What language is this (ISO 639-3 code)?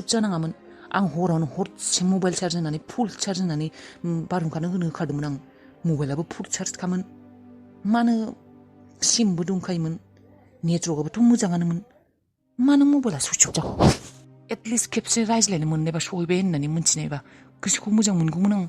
brx